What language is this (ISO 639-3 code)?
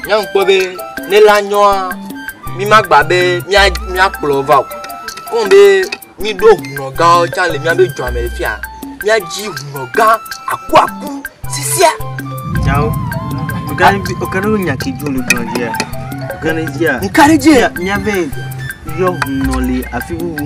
ewe